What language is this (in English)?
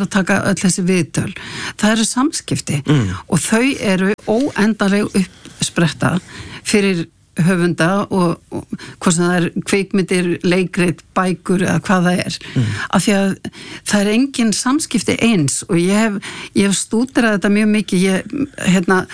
Icelandic